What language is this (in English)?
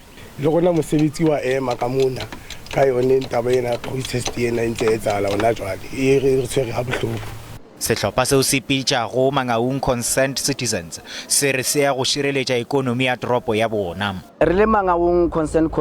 Southern Sotho